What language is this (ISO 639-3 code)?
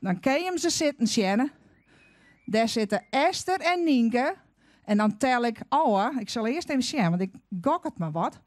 fry